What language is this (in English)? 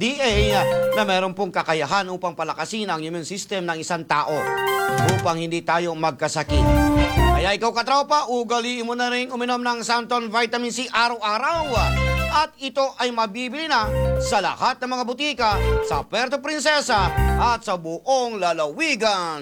Filipino